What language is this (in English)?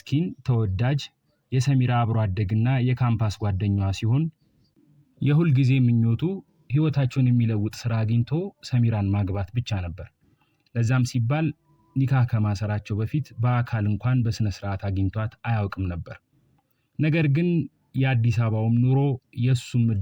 Amharic